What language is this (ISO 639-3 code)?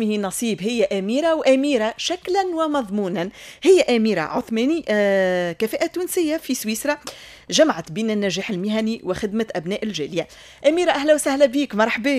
aeb